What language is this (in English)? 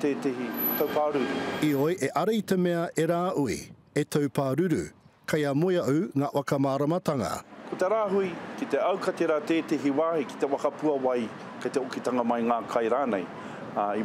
Māori